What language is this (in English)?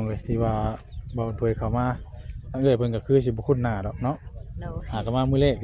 Northeastern Thai